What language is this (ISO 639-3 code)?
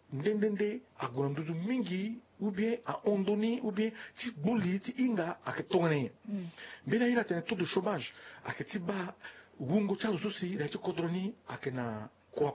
sag